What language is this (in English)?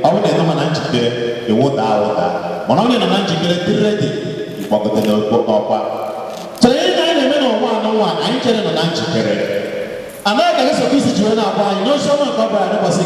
Igbo